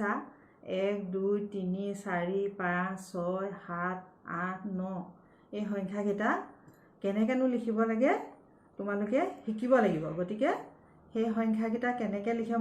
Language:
Assamese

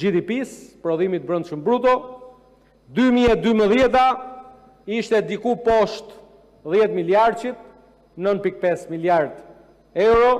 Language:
Albanian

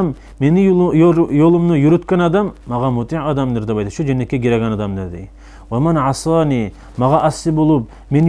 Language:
Kumyk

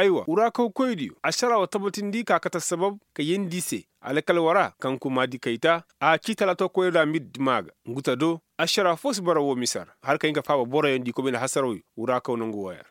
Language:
Koyraboro Senni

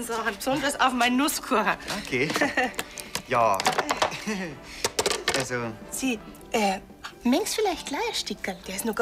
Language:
Bavarian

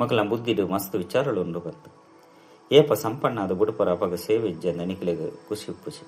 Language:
Tulu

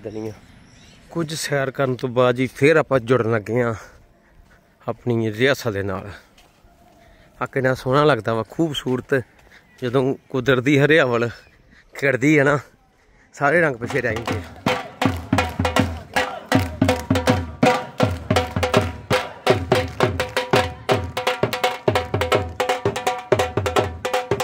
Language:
Punjabi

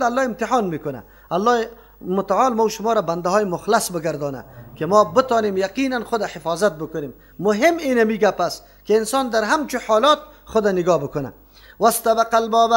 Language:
Persian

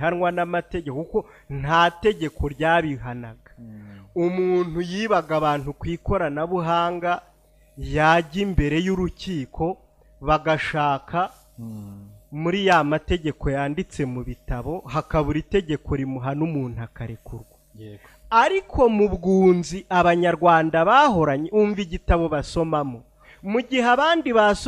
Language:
Kinyarwanda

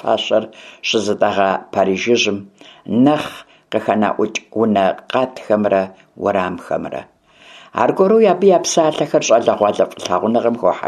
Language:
Kabardian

